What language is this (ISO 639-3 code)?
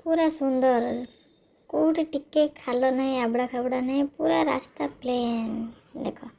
ori